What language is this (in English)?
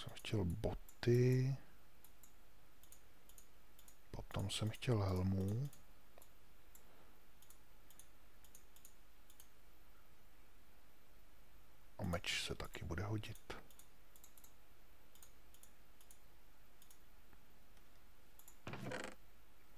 Czech